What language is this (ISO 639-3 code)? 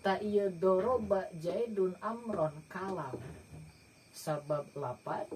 sun